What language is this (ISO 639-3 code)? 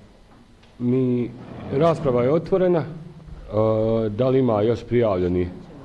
bos